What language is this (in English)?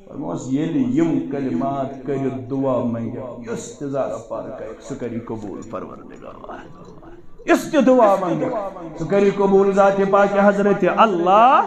Kashmiri